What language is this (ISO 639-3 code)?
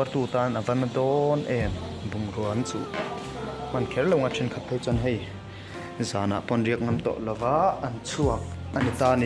lus